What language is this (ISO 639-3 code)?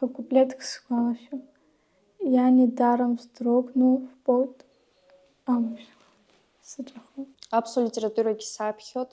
abk